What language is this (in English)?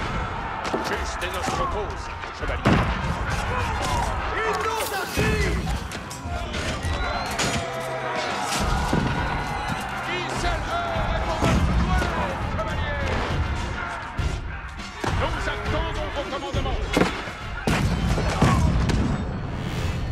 French